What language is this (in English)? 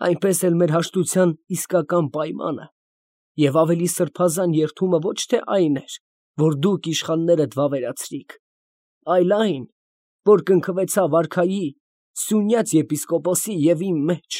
Armenian